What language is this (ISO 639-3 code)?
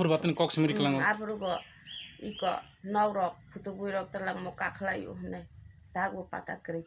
trp